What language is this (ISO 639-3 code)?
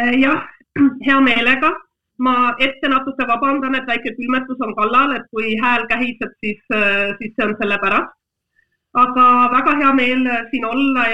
est